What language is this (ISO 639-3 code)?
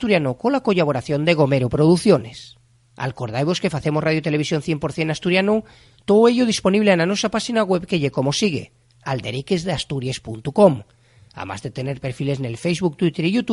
ast